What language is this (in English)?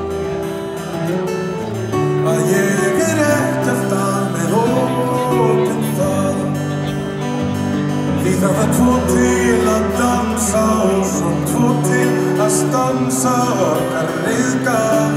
Icelandic